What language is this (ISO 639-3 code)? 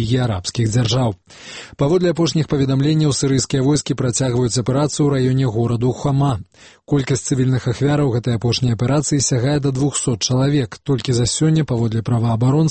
bel